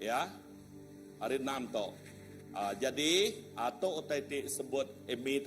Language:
Iban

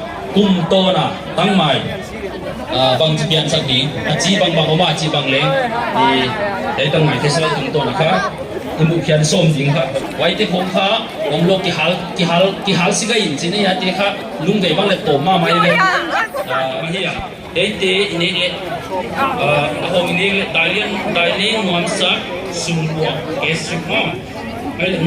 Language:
Paite Chin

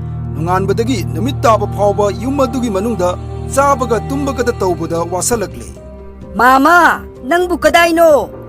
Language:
Manipuri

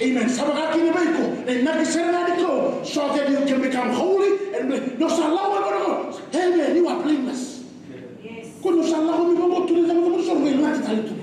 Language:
Fijian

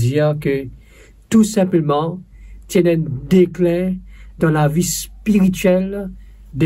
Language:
Morisyen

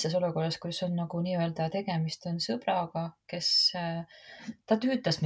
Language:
Estonian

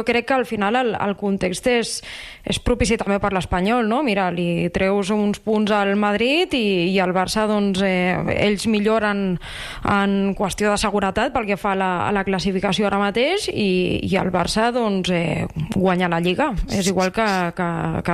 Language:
Catalan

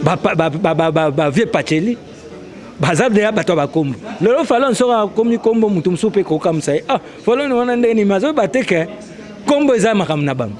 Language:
Lingala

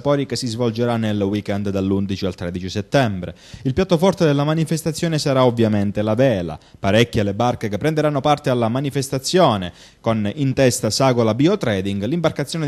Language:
Italian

